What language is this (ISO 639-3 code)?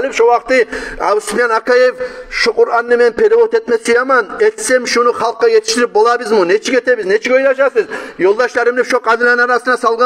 kum